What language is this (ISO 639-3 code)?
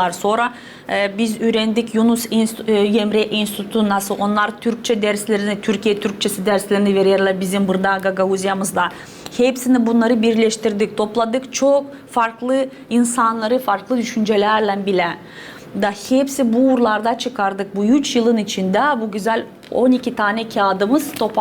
gag